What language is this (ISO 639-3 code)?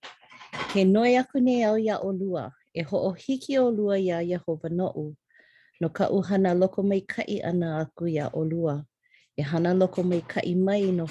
haw